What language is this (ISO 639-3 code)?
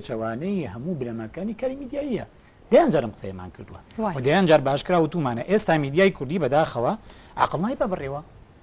ckb